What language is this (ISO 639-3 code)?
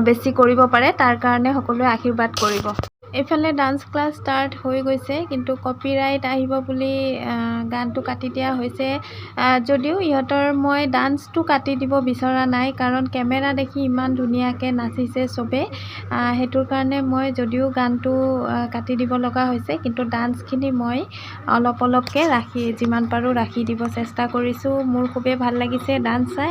asm